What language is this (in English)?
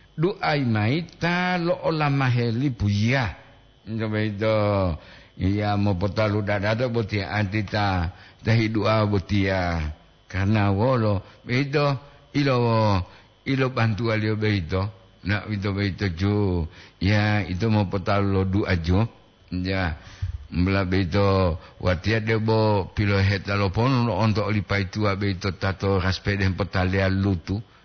Gorontalo